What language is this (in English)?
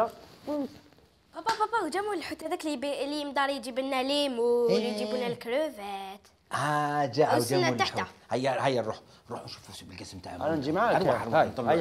Algerian Arabic